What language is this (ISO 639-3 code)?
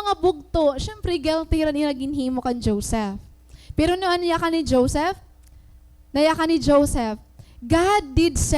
war